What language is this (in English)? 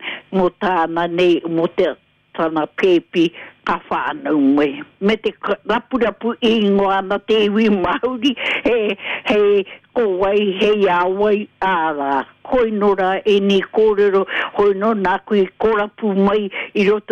Māori